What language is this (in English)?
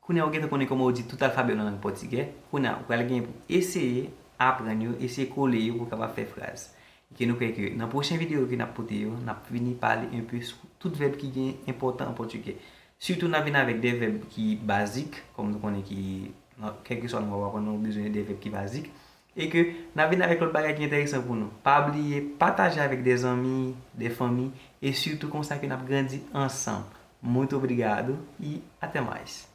Haitian Creole